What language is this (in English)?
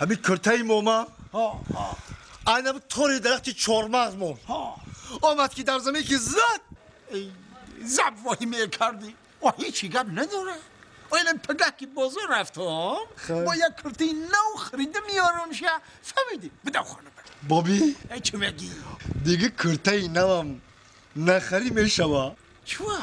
Tajik